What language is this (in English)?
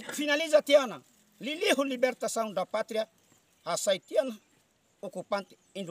Tetum